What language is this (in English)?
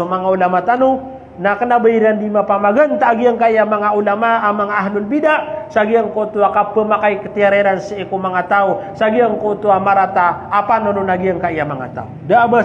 Maranao